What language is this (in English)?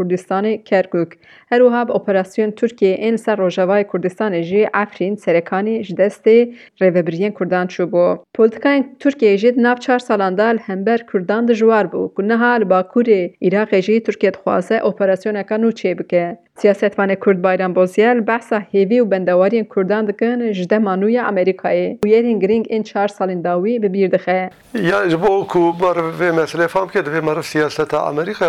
Kurdish